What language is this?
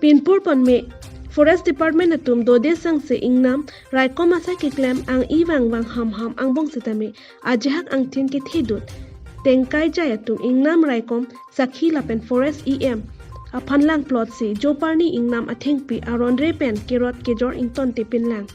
Karbi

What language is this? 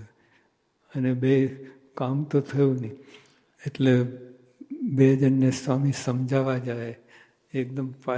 Gujarati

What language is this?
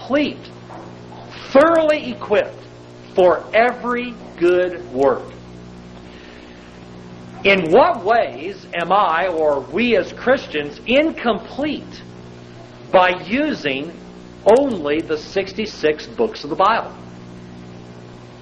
English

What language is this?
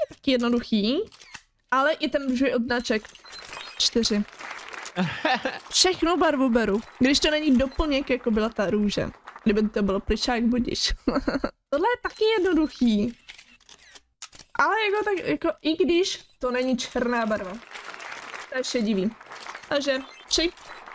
Czech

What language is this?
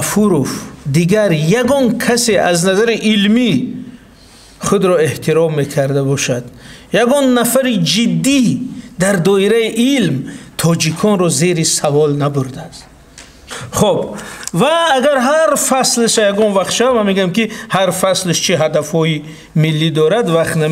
Tajik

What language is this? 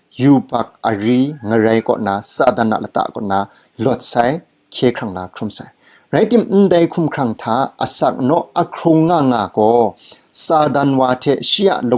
Kachin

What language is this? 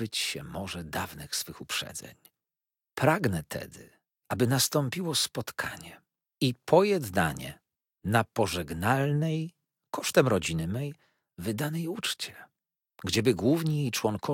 Polish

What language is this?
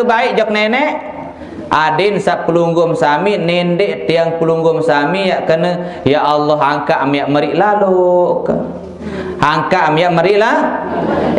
Sasak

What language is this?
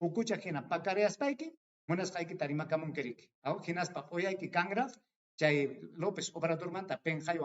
Ayacucho Quechua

